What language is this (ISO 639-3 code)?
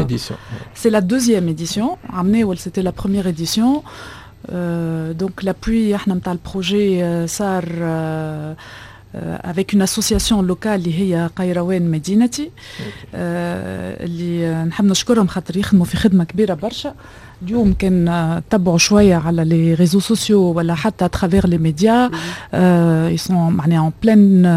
aeb